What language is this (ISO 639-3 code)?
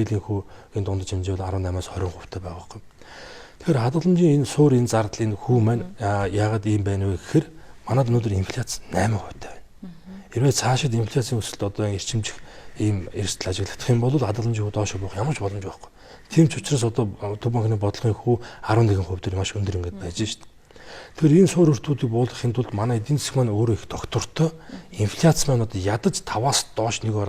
mon